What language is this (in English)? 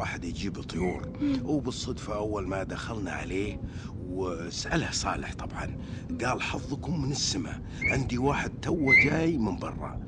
Najdi Arabic